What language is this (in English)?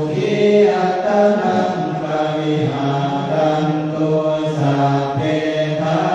Pali